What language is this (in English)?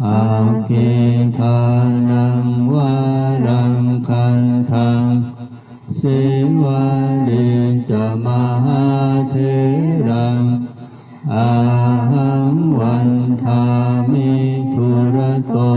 Pali